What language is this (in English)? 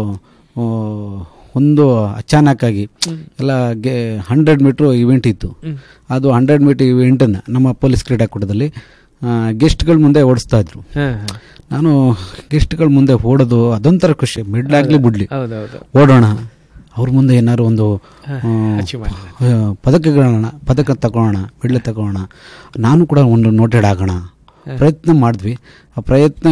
Kannada